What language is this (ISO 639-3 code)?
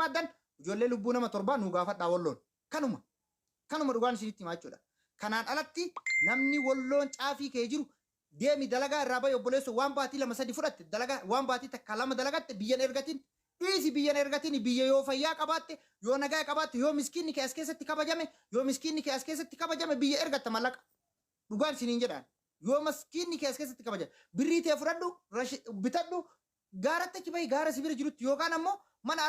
orm